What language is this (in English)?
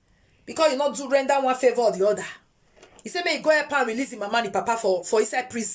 Nigerian Pidgin